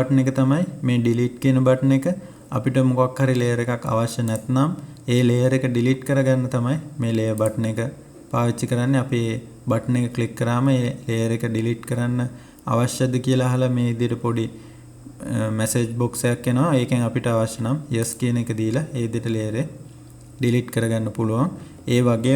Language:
Sinhala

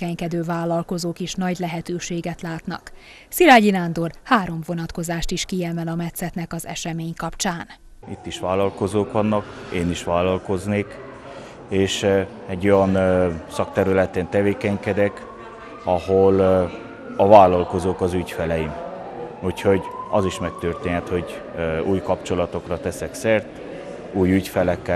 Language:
Hungarian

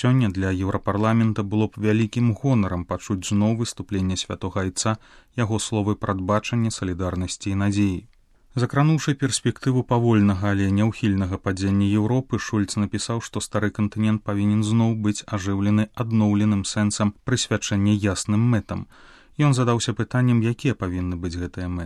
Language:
Belarusian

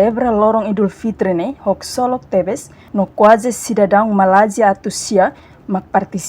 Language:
Tetum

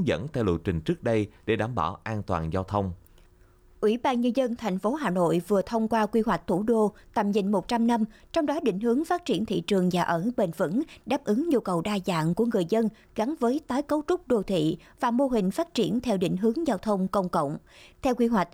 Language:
Vietnamese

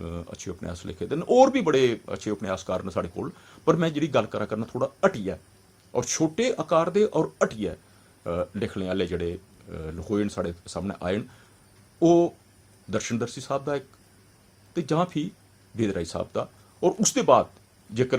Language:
Dogri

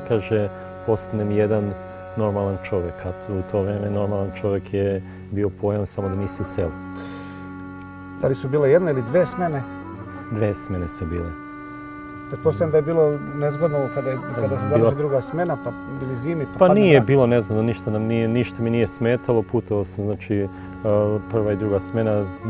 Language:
Serbian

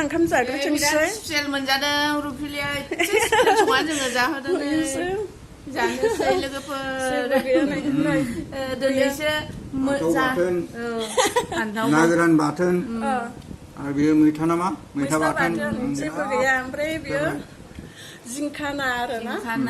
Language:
Bodo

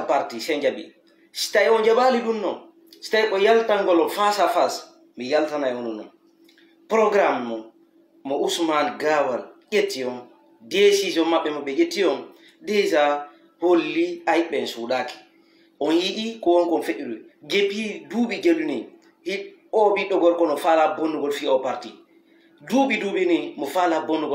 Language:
Fula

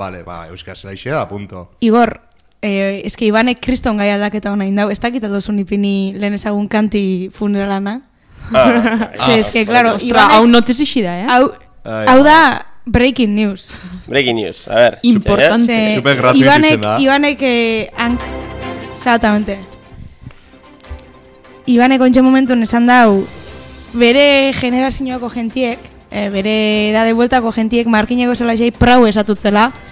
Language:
Basque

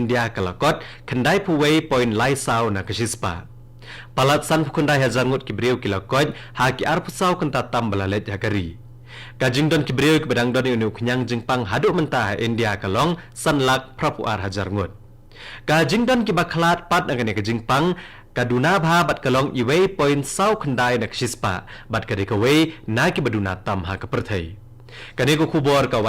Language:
Khasi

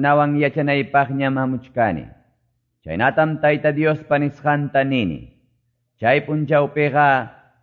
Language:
Quechua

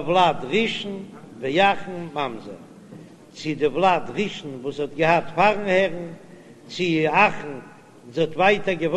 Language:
Yiddish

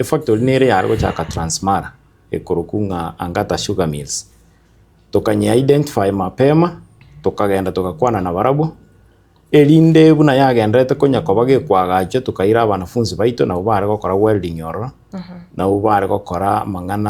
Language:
Gusii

